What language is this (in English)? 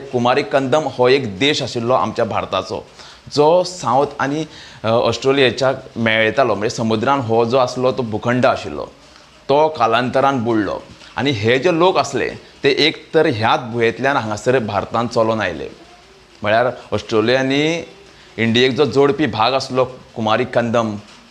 Konkani